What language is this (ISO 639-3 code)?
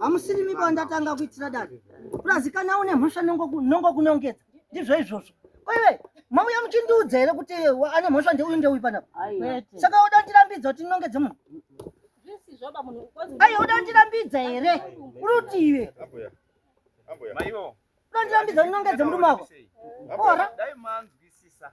sna